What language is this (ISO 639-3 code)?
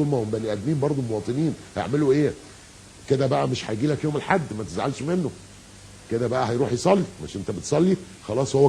arz